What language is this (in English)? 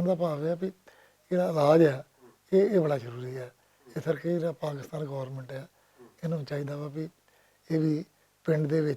Western Panjabi